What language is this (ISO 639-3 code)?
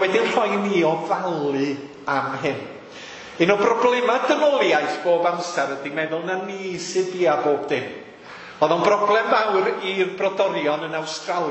cym